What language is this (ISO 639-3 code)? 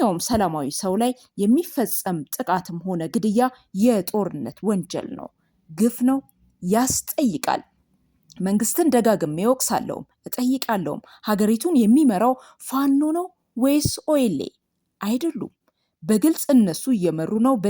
amh